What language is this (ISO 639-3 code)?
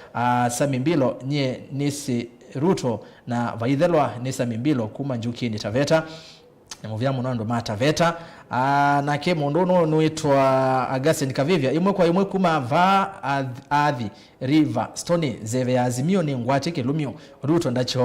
kam